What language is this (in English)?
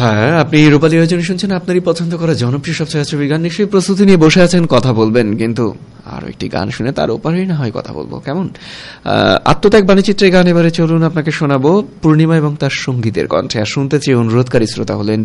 Bangla